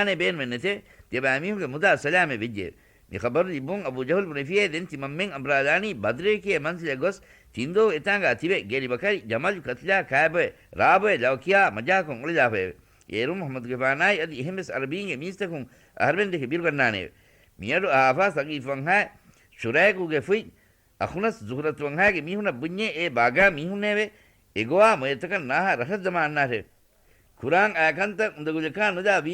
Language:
Divehi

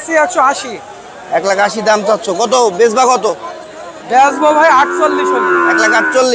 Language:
Bangla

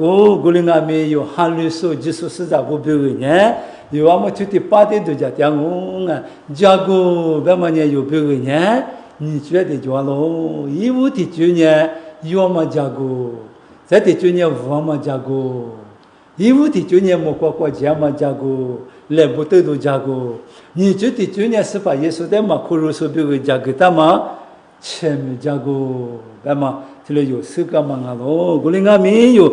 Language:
Lisu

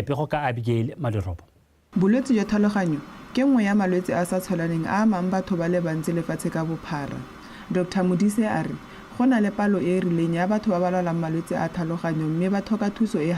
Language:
Tswana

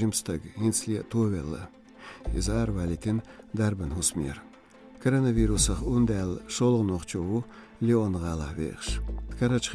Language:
Chechen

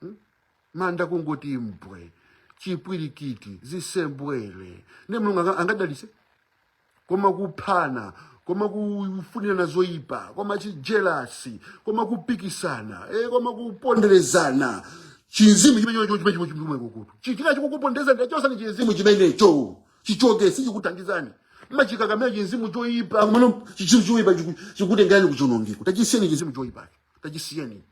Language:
Nyanja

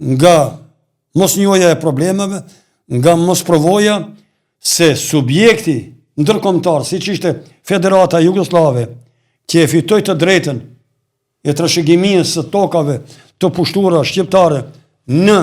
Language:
Albanian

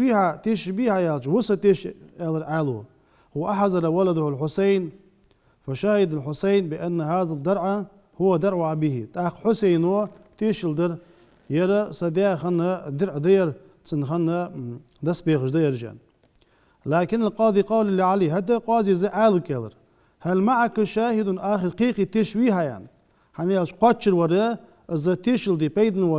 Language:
Ingush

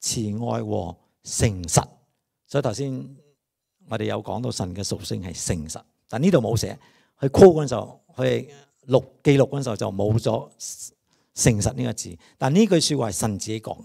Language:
Cantonese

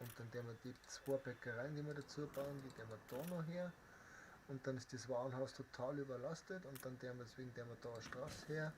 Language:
Bavarian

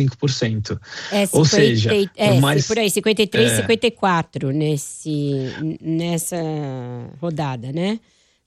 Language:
Portuguese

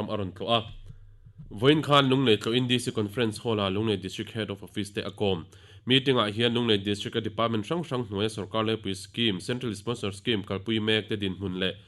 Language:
Mizo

